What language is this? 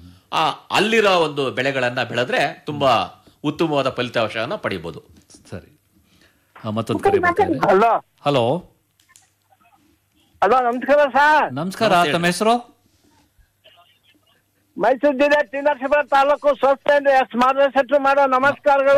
Kannada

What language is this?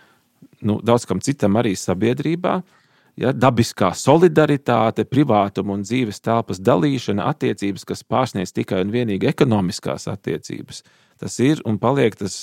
Latvian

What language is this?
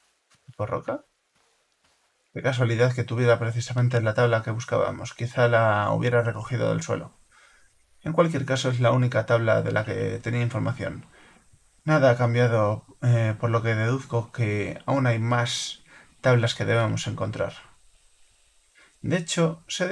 Spanish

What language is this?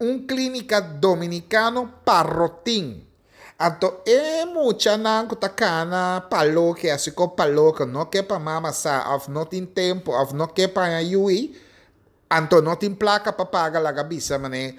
Papiamento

